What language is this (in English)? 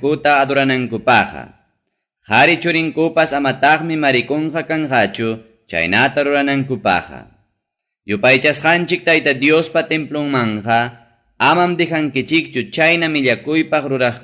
Ayacucho Quechua